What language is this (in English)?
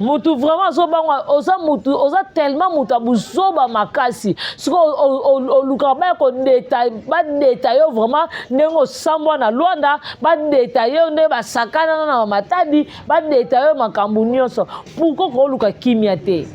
Lingala